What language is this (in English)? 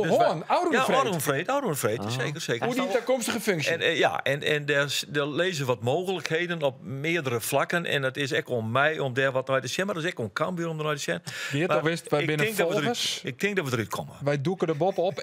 Western Frisian